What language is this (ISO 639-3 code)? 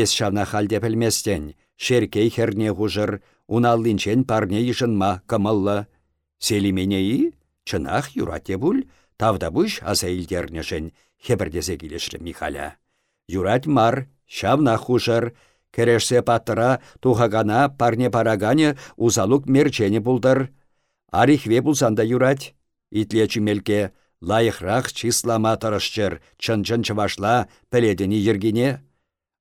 chv